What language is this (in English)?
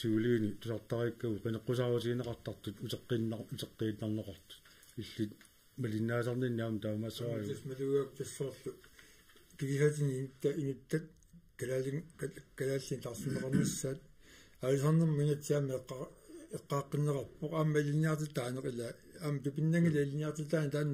Kalaallisut